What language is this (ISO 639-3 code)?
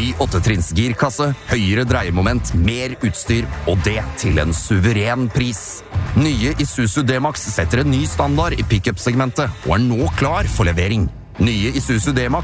nor